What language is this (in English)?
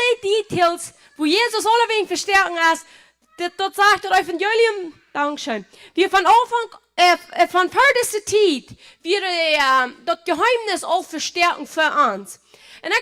Plautdietsch